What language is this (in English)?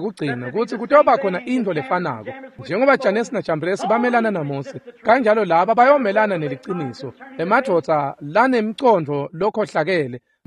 Swati